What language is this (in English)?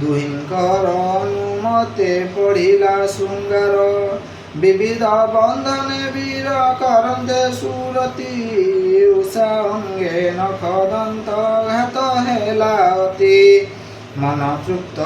Odia